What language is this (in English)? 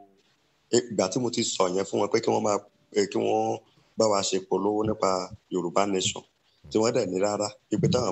Yoruba